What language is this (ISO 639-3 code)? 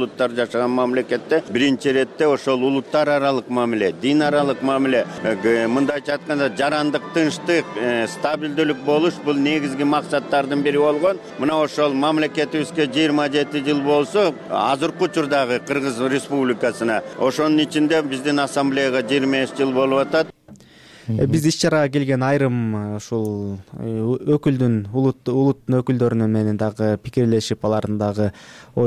kir